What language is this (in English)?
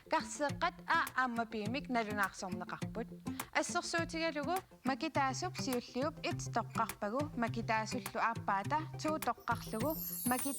Kalaallisut